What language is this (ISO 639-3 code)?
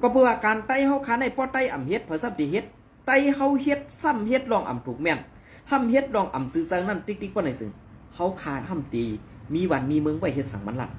shn